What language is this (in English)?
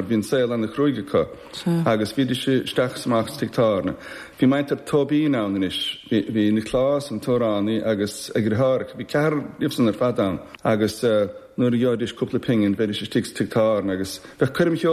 Irish